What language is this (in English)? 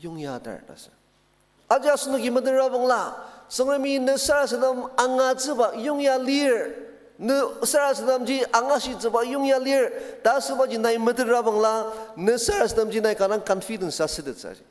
Ao Naga